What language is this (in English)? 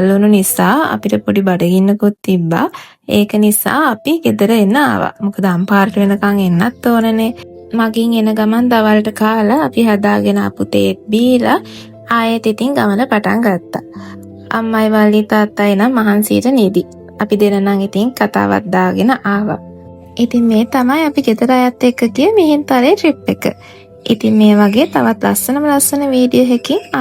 Sinhala